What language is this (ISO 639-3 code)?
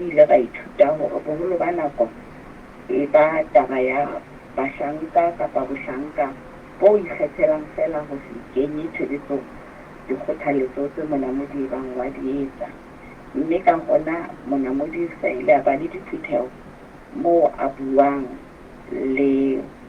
sot